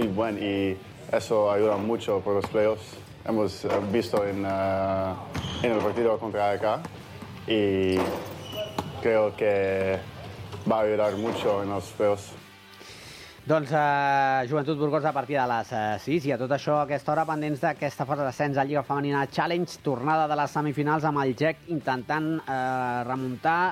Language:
Catalan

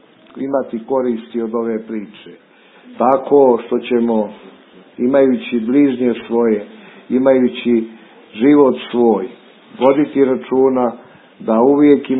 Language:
Bosnian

